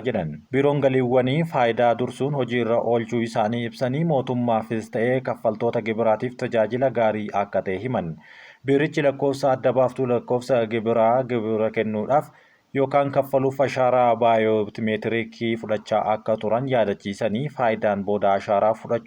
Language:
Oromo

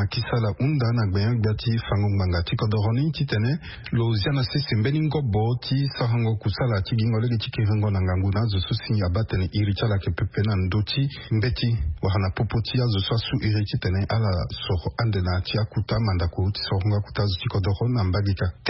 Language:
Sango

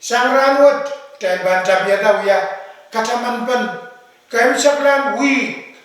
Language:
Pohnpeian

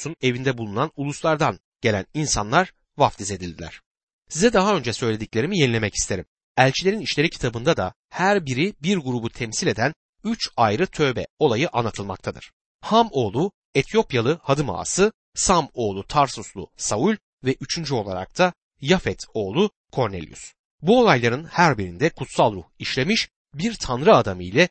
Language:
Turkish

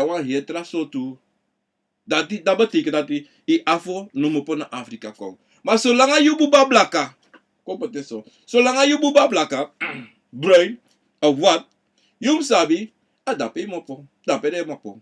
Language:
Sranan Tongo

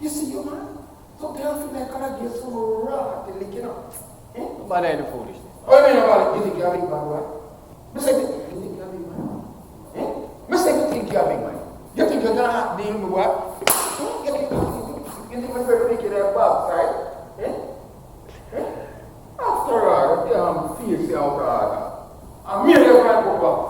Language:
Jamaican Creole English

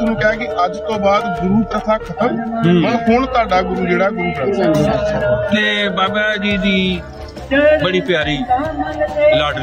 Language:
Punjabi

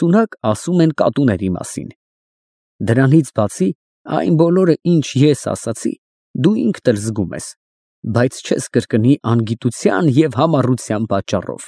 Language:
Armenian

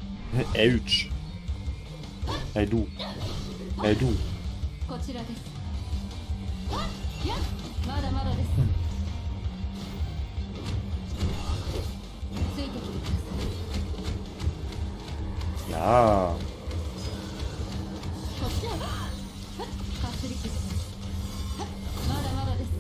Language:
German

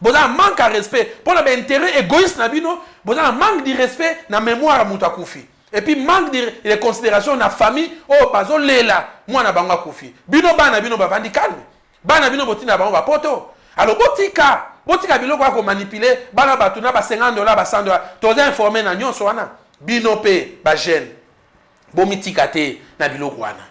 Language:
Lingala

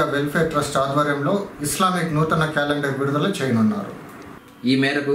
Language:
Telugu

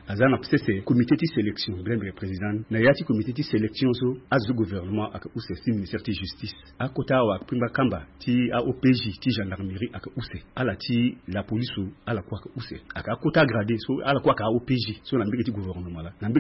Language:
Sango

